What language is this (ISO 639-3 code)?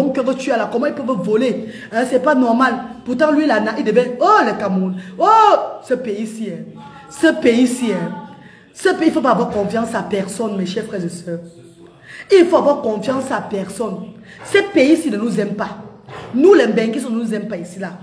fra